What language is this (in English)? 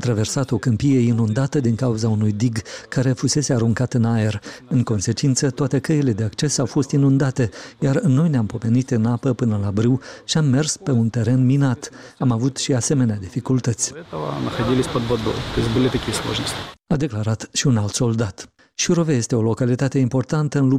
Romanian